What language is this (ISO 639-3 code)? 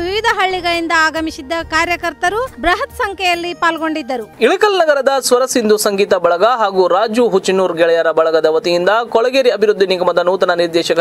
kan